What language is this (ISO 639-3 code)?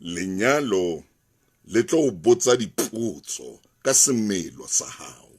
sot